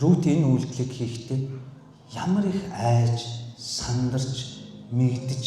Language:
Mongolian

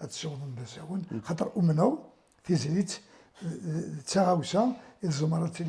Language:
Kabyle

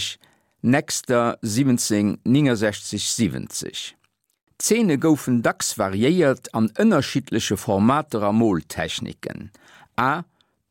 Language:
Luxembourgish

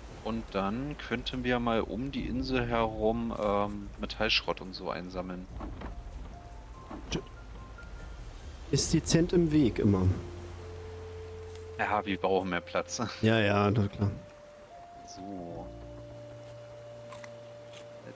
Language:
German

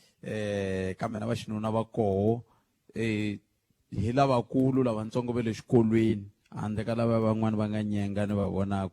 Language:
Tsonga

